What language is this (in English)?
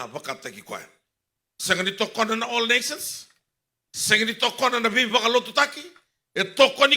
Fijian